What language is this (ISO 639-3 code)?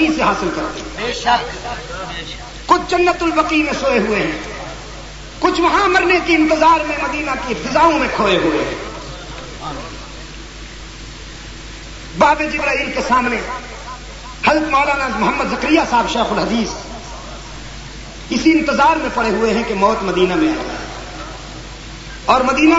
urd